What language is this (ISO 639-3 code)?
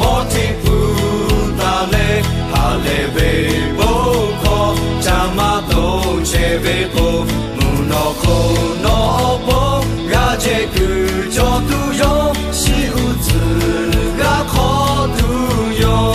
lhu